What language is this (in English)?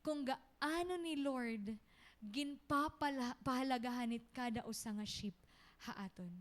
Waray